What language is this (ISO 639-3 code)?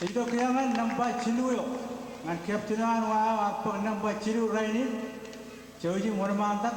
mah